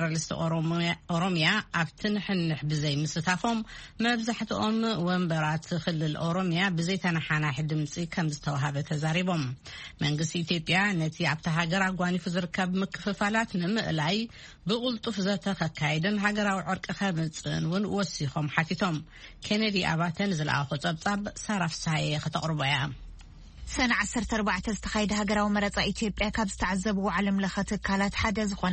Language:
Tigrinya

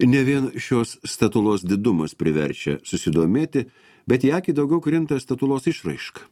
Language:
Lithuanian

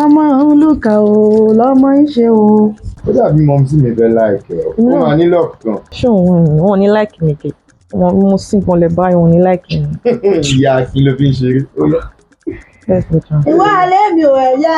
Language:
Yoruba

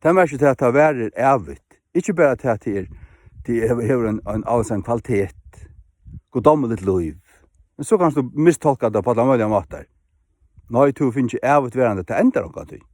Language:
Faroese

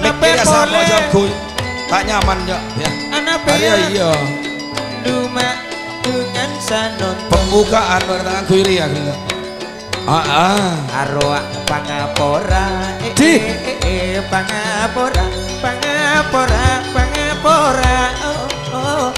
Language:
Madurese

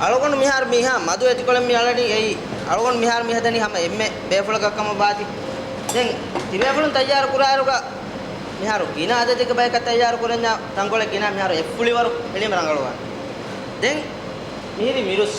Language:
Divehi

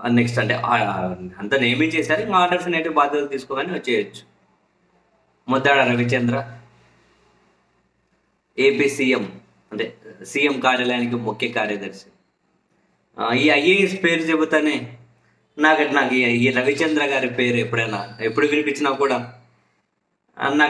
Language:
Telugu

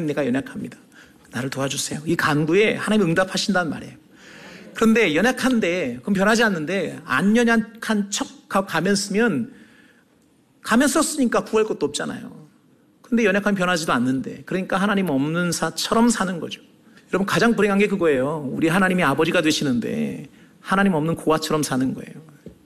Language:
Korean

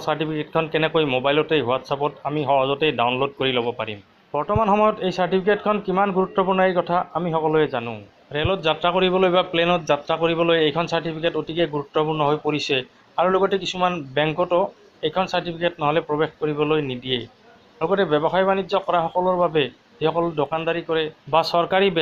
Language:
Assamese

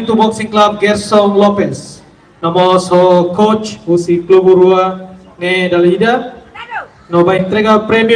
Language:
Tetum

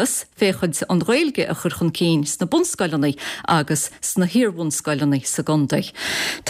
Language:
Irish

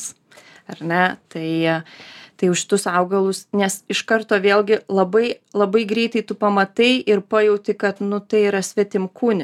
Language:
Lithuanian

